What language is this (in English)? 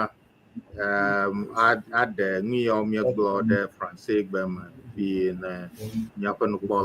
Ewe